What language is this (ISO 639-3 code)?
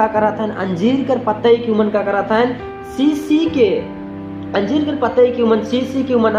sck